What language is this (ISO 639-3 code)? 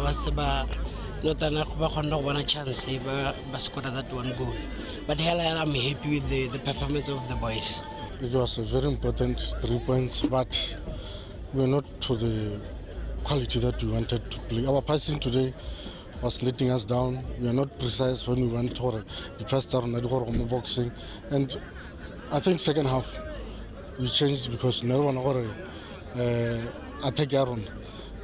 tsn